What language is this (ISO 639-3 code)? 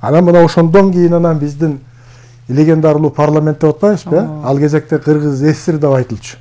kir